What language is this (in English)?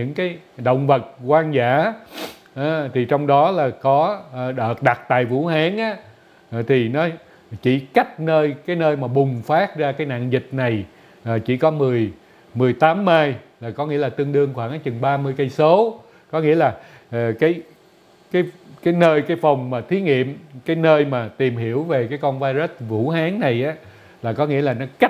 Vietnamese